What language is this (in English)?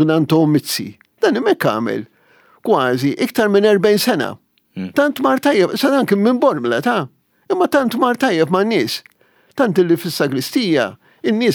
Maltese